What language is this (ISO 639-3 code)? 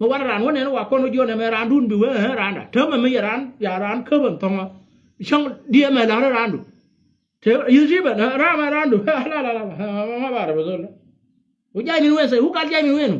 nus